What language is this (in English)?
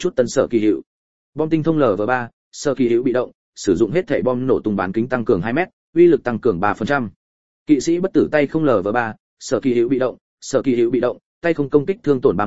Vietnamese